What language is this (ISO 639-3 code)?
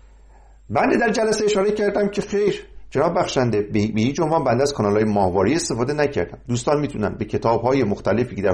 fas